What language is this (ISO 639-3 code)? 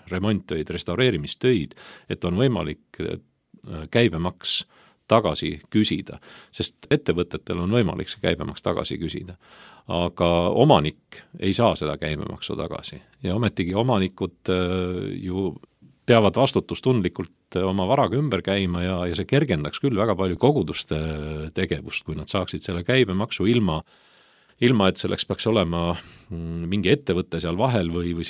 est